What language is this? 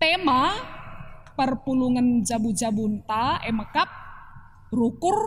Batak Karo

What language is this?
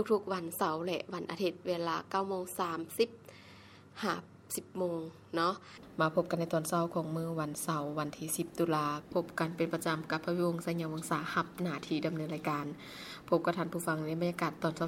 Lao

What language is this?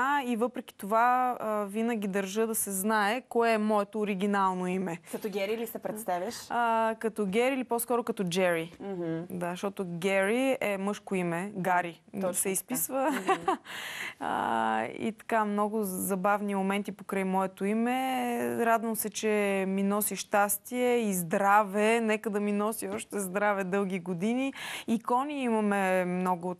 Bulgarian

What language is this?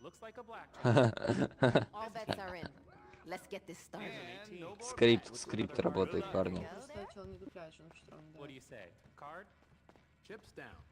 Yakut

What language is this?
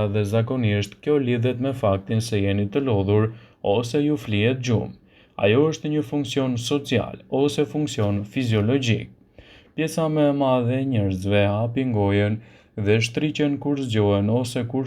Albanian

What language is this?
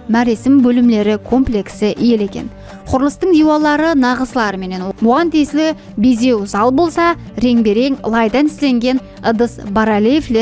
Kara-Kalpak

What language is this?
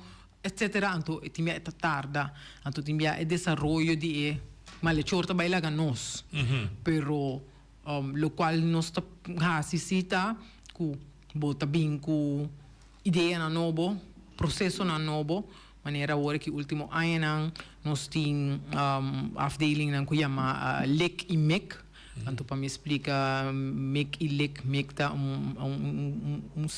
Papiamento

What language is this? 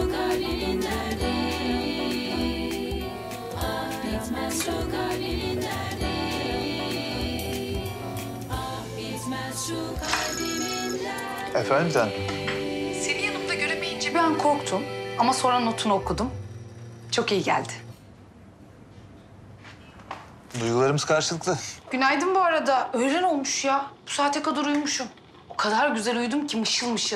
Turkish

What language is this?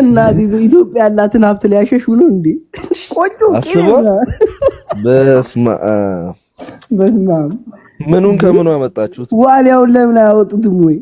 Amharic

